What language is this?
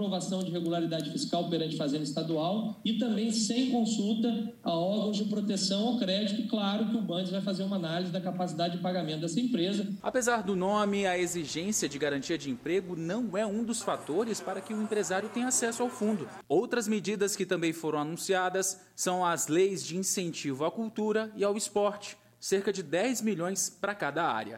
Portuguese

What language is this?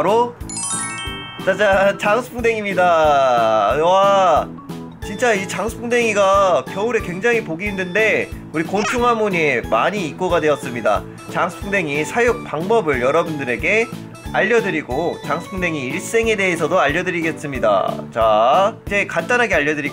Korean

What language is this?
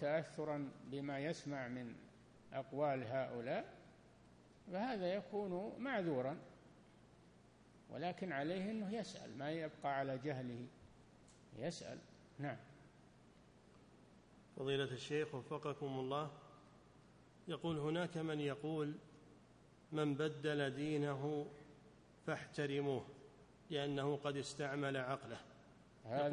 Arabic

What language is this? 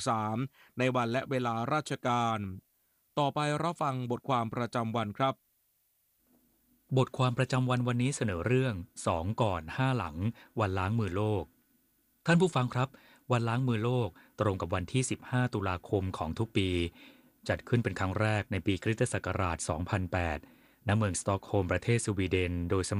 Thai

